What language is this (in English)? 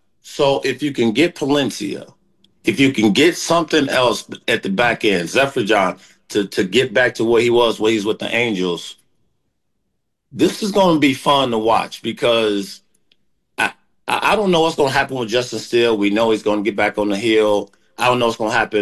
English